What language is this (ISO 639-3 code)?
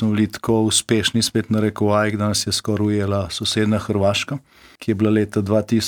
slv